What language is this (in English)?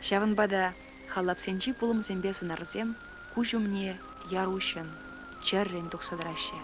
Chuvash